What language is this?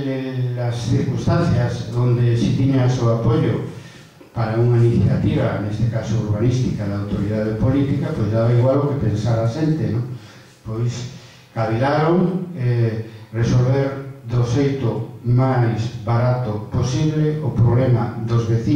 Galician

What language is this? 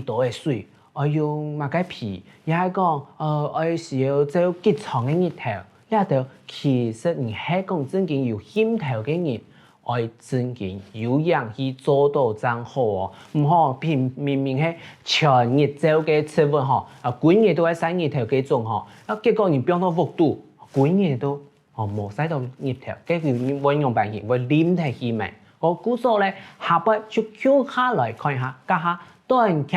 Hakka Chinese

